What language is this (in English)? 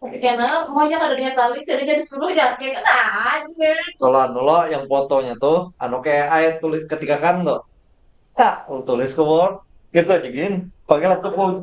Banjar